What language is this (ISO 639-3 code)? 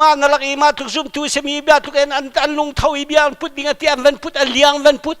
cnh